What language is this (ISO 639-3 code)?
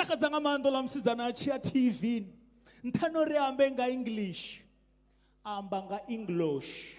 ven